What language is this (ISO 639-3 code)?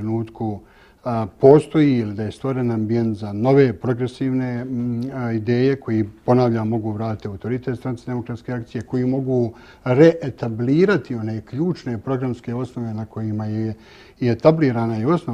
bos